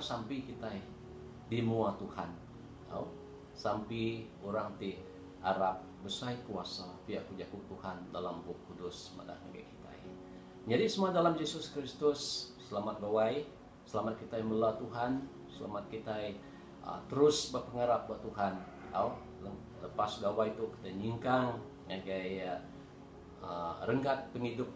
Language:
Iban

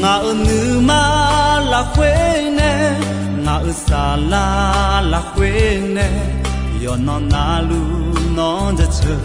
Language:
Akha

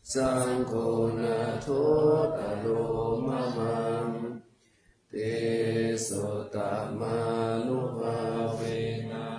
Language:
Pali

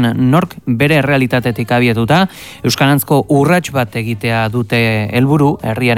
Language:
Basque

